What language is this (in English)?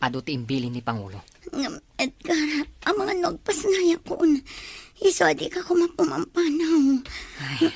Iloko